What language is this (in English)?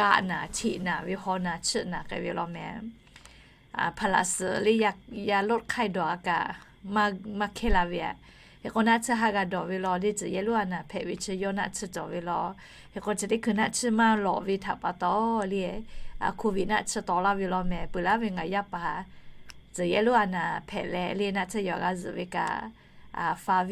Lahu